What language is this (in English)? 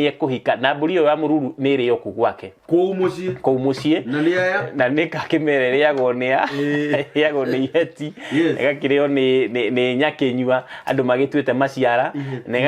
Kikuyu